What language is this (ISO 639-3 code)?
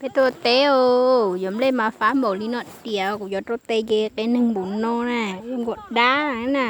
hmn